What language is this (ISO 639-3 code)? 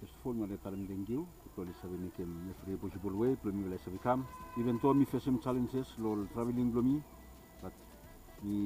bis